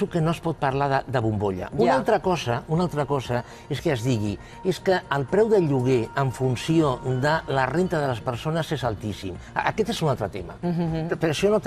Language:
Catalan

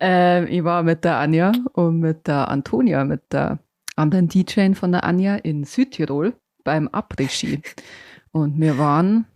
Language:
Bavarian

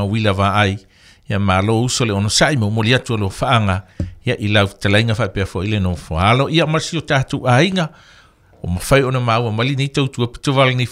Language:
Samoan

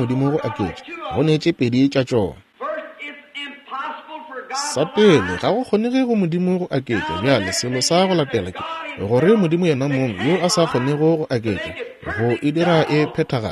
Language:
Northern Sotho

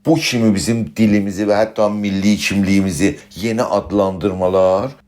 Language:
South Azerbaijani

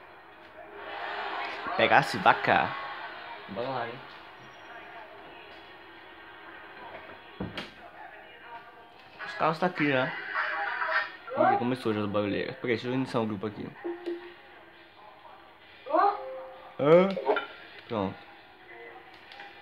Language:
Portuguese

